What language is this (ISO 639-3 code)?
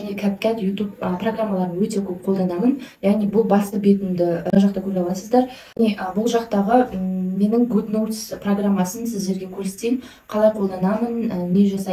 kaz